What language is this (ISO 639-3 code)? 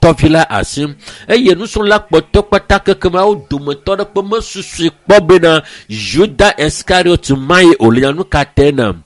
ewe